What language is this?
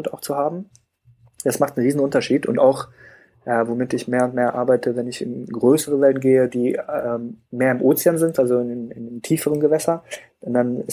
German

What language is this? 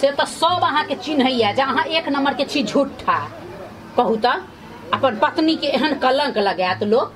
Maithili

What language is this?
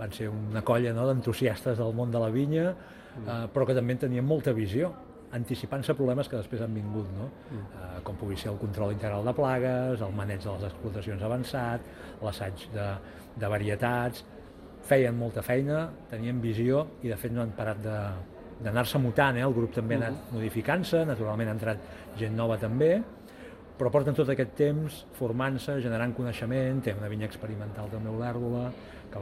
Catalan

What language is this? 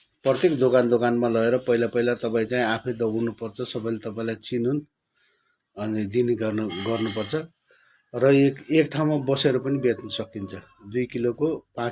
Nepali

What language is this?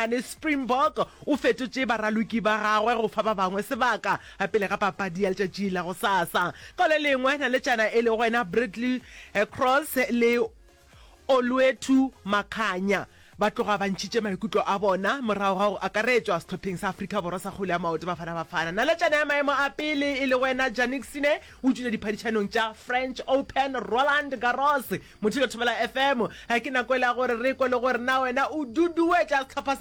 Northern Sotho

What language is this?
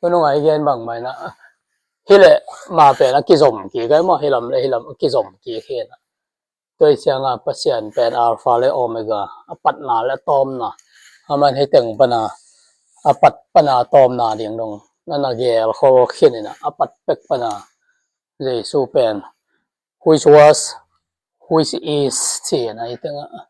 Tedim Chin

